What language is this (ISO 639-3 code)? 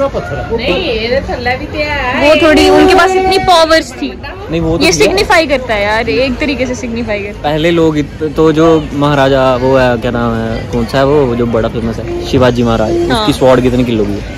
hin